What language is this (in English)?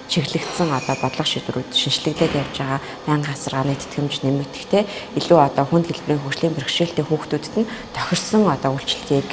Mongolian